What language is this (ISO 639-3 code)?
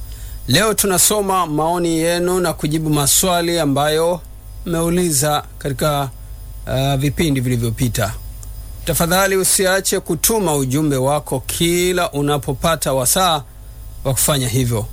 swa